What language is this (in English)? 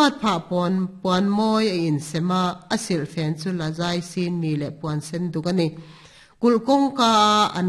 Mizo